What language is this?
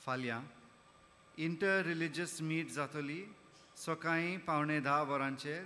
Konkani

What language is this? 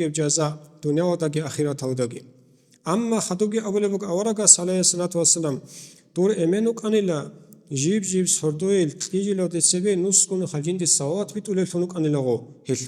Avaric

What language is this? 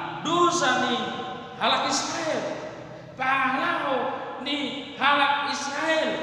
Batak Toba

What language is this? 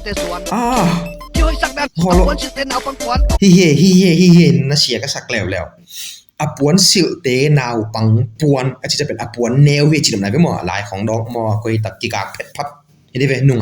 Tedim Chin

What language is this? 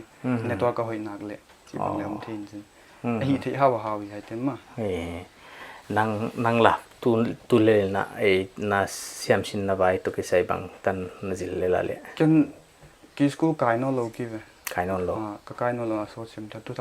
Paite Chin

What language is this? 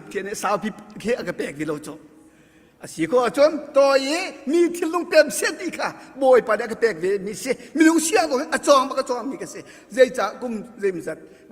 Hakha Chin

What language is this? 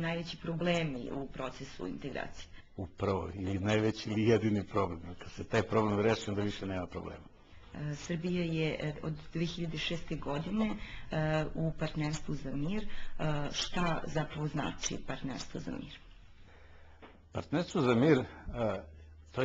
Serbian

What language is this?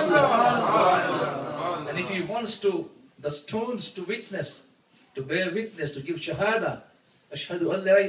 Urdu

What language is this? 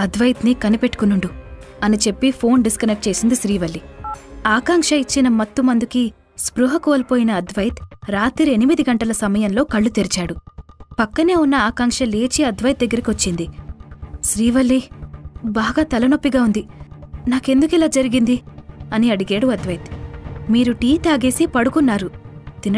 Telugu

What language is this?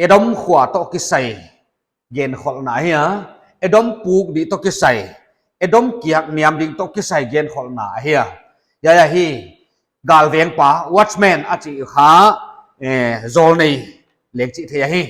Paite Chin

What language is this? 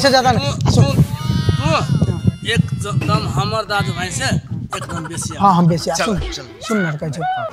Maithili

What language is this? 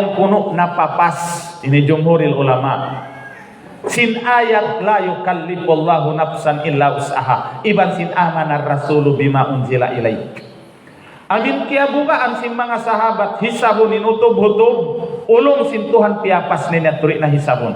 Tausug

